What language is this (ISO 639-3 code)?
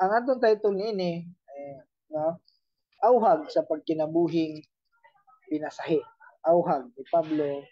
ceb